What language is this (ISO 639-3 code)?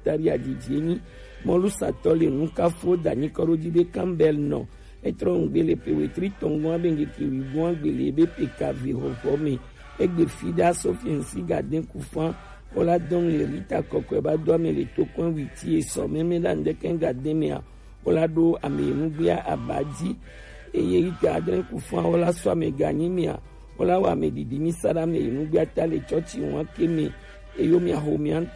gej